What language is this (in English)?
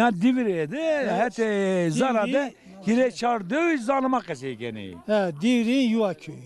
Zaza